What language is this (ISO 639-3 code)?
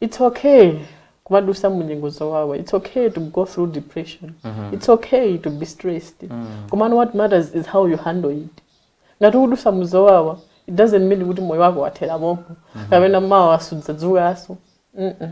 nya